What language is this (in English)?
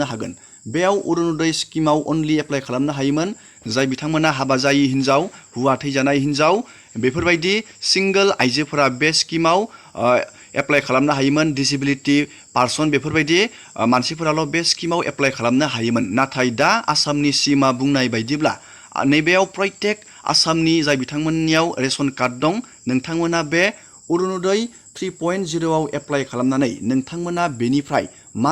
Bodo